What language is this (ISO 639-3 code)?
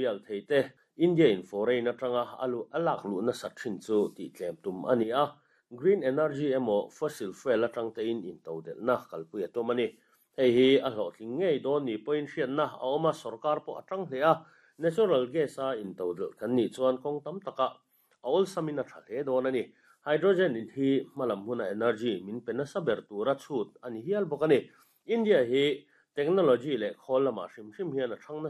lus